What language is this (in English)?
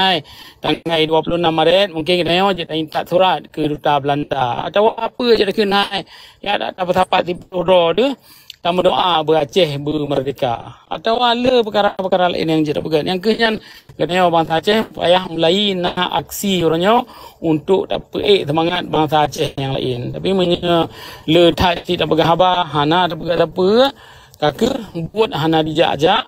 Achinese